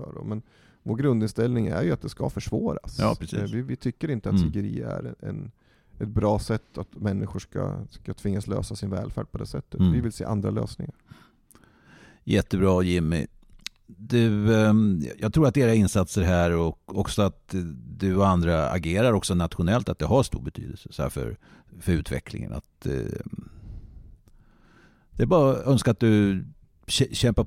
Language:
Swedish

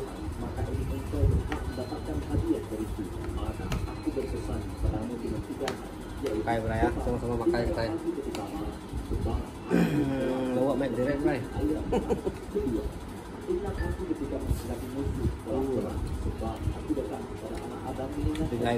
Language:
Malay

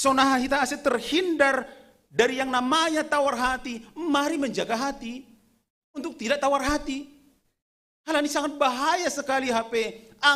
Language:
Batak Simalungun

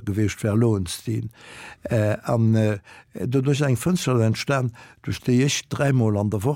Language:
Luxembourgish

